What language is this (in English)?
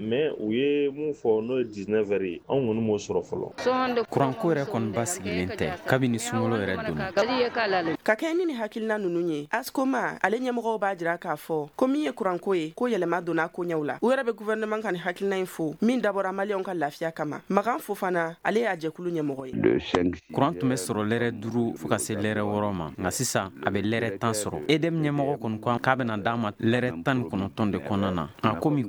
Bambara